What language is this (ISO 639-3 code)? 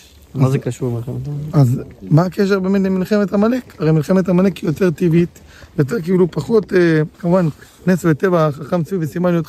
heb